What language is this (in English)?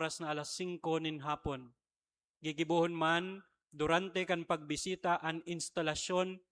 Bikol